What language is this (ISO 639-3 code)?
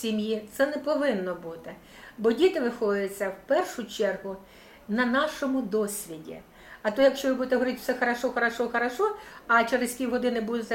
ukr